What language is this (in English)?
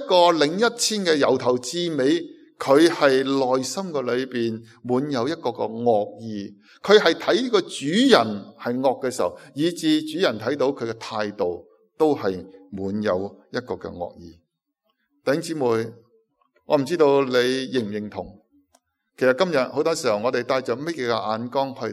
Cantonese